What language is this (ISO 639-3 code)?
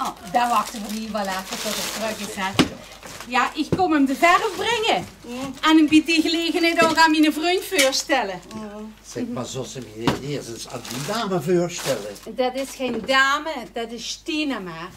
lim